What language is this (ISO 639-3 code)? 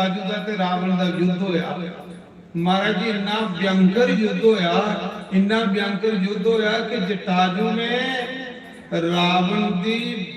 doi